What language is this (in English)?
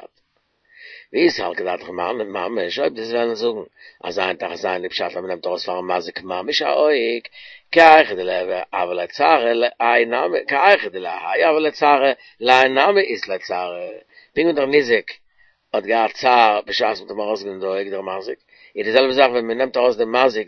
Yiddish